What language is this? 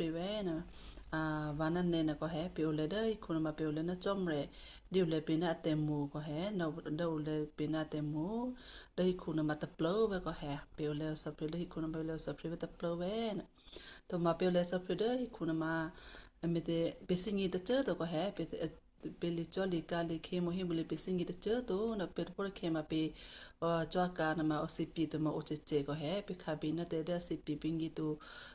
Western Kayah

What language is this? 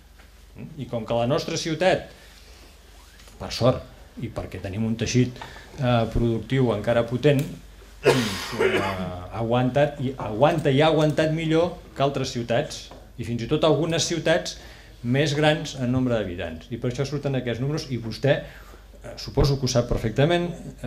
Catalan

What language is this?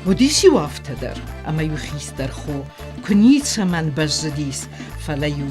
Ossetic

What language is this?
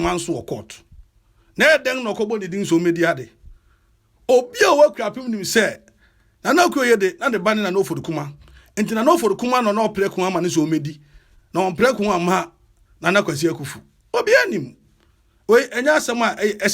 Akan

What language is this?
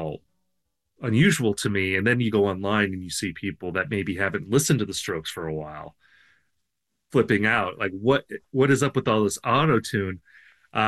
English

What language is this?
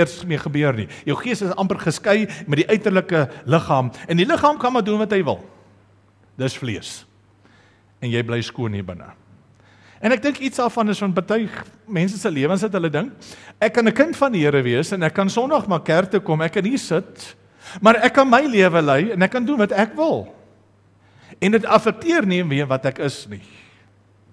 Afrikaans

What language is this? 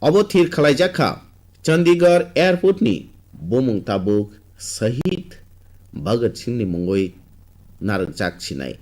Kok Borok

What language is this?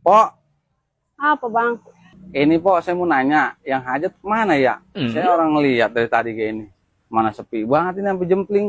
Betawi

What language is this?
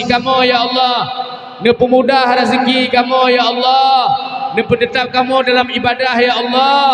Achinese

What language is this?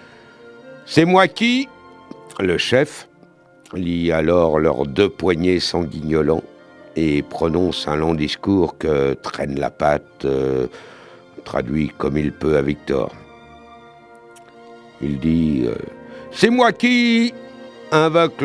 French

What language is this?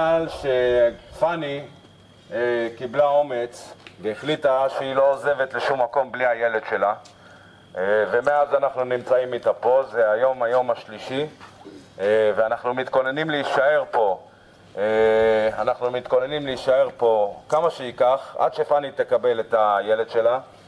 Hebrew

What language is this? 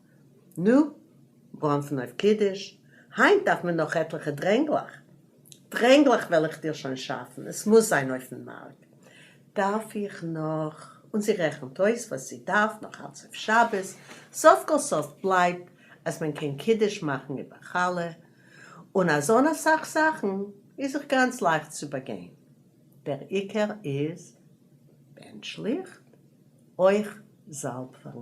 Yiddish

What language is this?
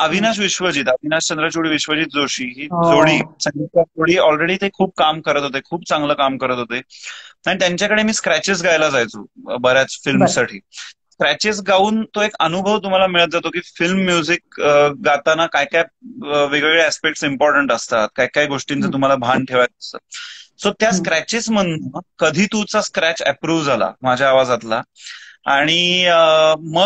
Marathi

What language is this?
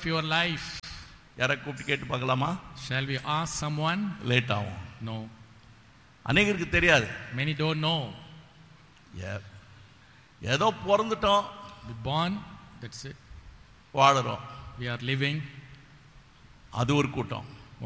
Tamil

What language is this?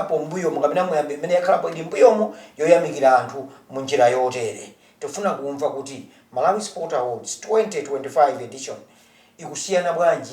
Nyanja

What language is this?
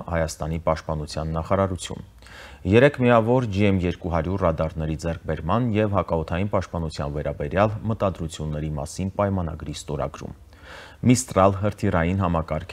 Armenian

